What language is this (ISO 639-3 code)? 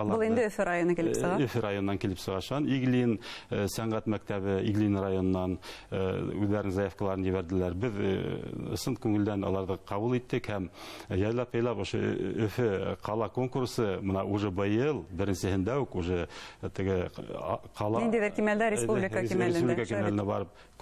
bak